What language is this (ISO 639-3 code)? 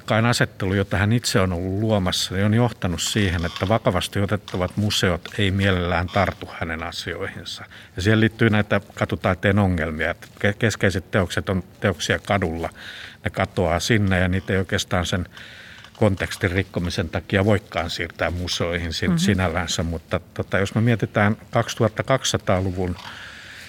fin